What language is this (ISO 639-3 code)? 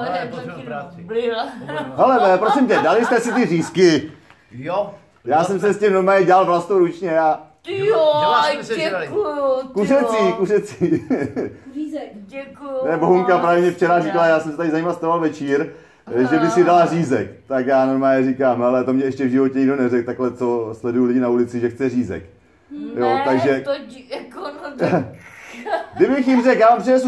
ces